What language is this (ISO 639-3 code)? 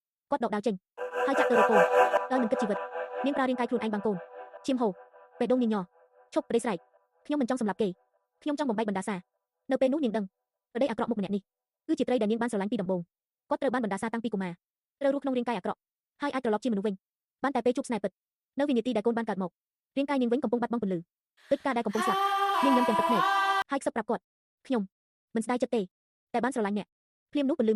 khm